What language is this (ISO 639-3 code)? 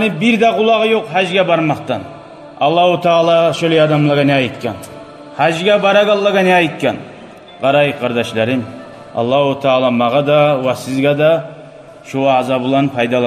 kum